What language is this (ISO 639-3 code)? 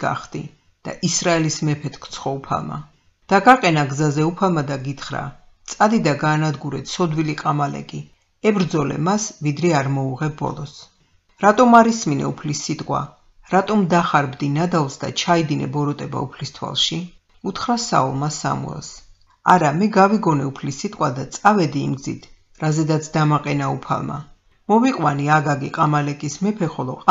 kat